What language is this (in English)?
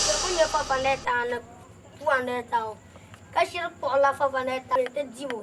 Dagbani